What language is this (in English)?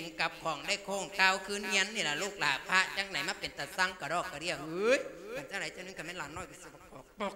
Lao